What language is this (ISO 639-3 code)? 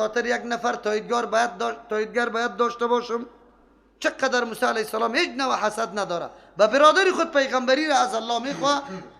fas